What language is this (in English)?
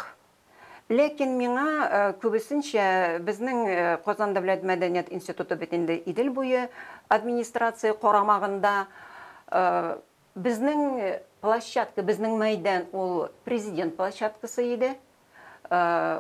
Tatar